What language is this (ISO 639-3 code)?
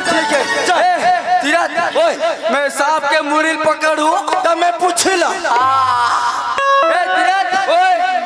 hne